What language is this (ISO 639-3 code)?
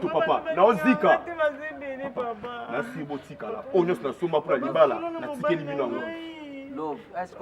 lin